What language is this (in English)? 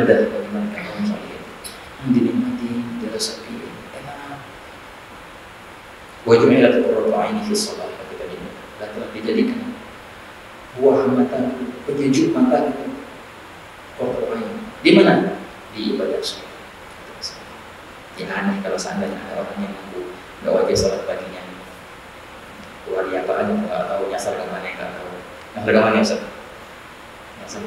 Indonesian